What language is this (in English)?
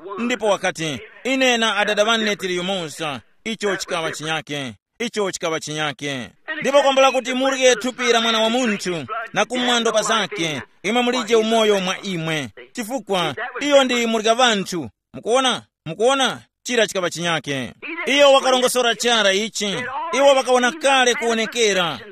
Tumbuka